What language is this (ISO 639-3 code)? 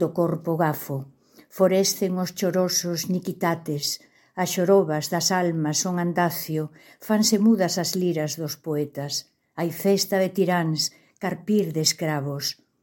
glg